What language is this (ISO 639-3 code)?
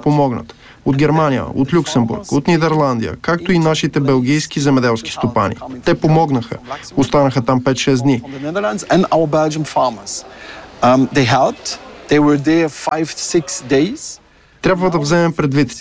bul